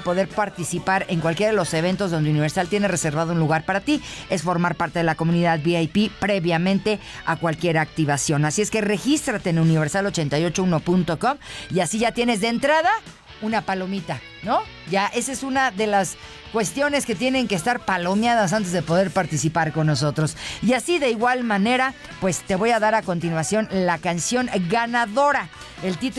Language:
Spanish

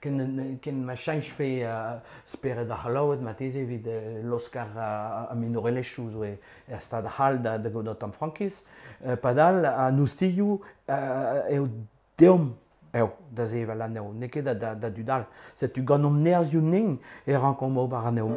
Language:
Breton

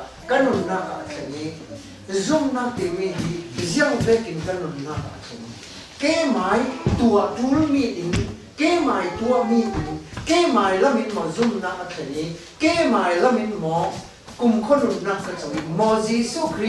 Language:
Falam Chin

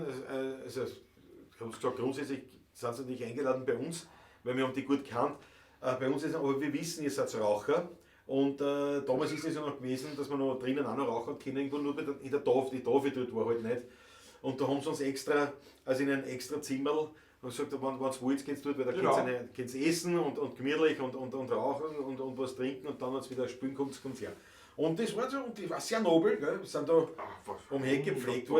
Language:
Bavarian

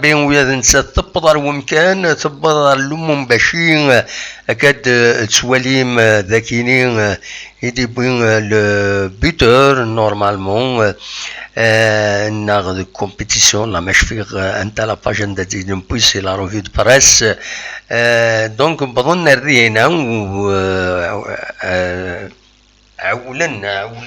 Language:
Kabyle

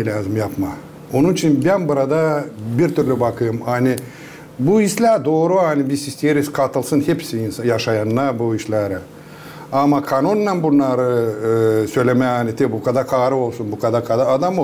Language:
Gagauz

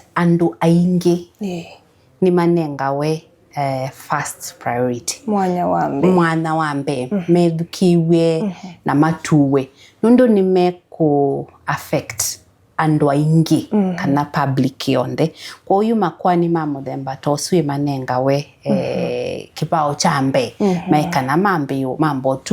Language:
Kamba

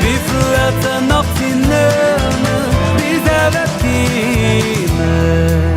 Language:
Yiddish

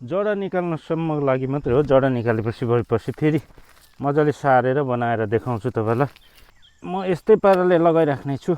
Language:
Nepali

